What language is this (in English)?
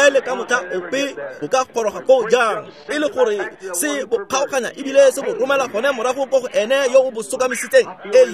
Tswana